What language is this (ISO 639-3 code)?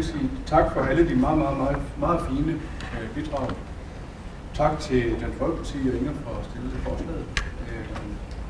dan